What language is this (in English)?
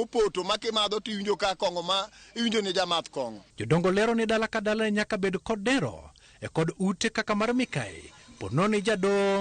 Luo (Kenya and Tanzania)